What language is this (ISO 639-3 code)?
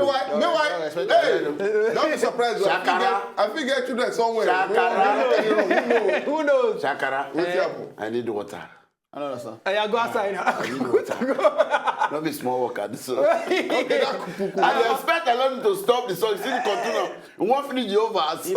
pcm